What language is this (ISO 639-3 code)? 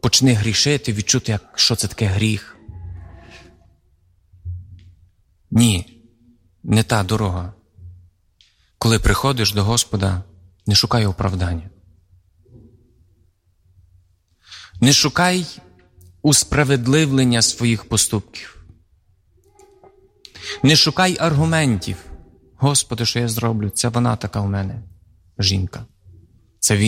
ukr